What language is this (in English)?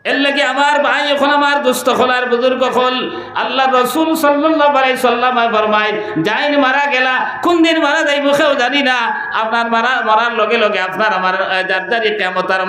Sylheti